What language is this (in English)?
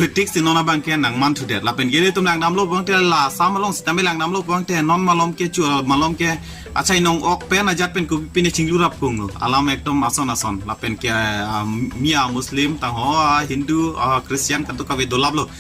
Karbi